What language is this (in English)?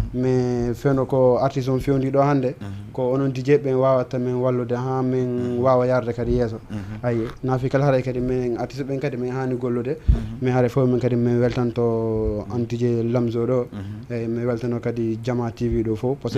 Fula